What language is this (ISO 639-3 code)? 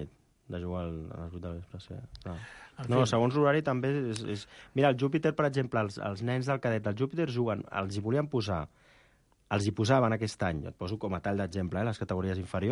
cat